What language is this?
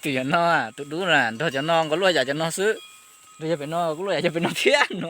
Hmong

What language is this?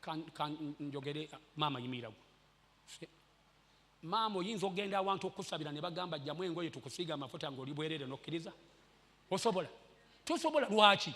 Ganda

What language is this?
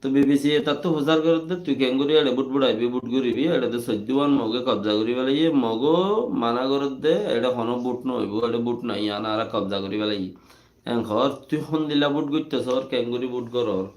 Rohingya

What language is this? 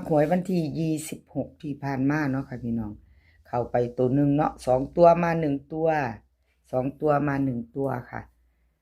Northeastern Thai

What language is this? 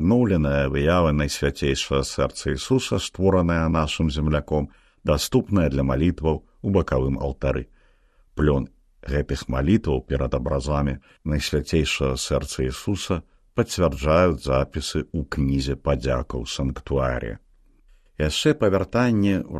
Belarusian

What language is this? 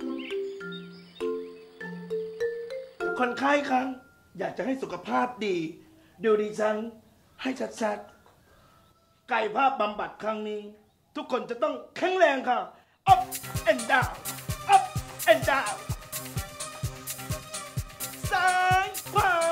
Thai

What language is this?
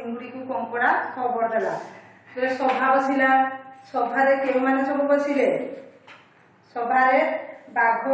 Odia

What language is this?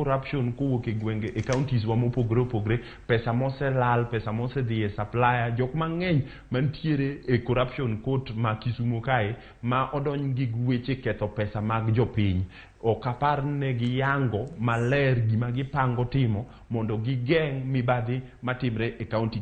Luo (Kenya and Tanzania)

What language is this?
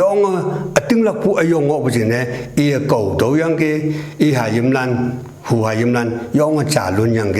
Konyak Naga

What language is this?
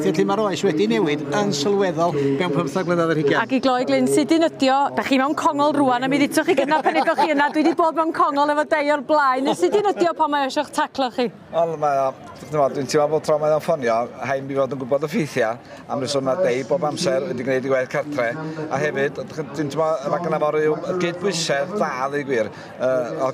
Welsh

